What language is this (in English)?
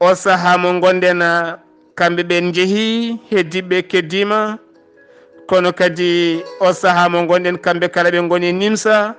Fula